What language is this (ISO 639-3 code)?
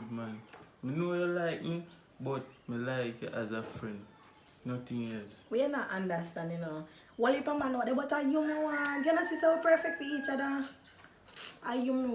jam